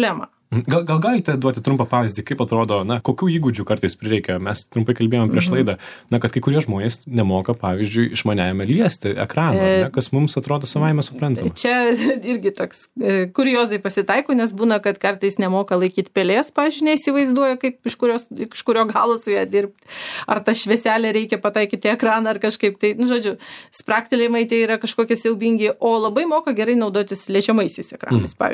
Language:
Lithuanian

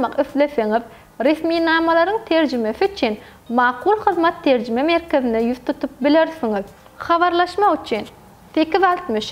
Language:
Turkmen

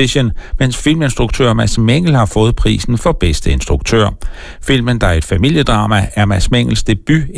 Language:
Danish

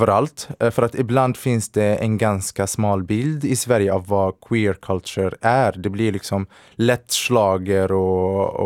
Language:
Swedish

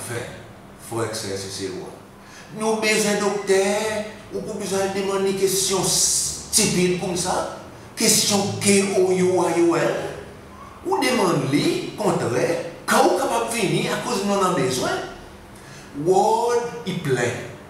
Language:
Seselwa Creole French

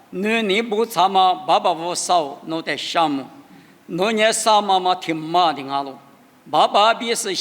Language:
Lisu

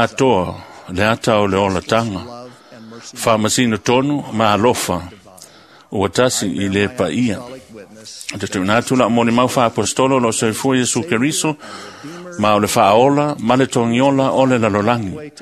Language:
Samoan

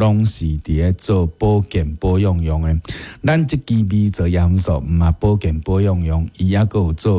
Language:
Min Nan Chinese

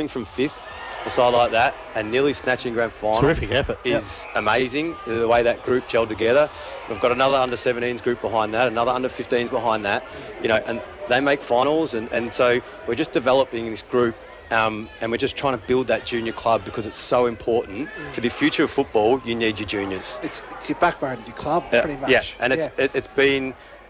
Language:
English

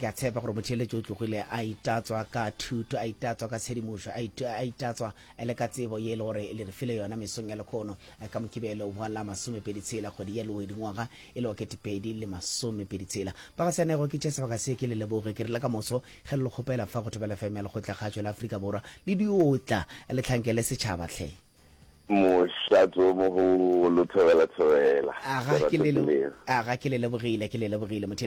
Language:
Northern Sotho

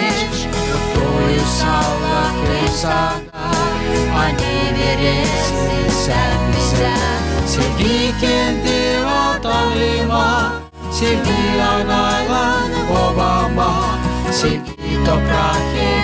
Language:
Gagauz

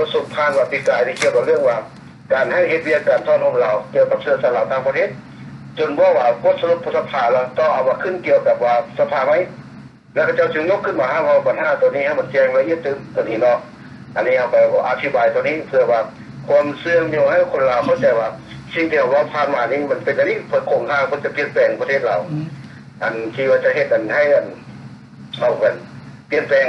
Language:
Lao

